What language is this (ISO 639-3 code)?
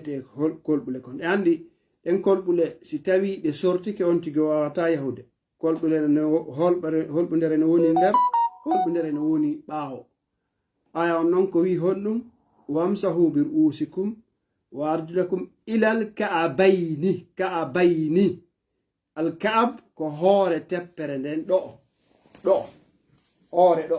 ful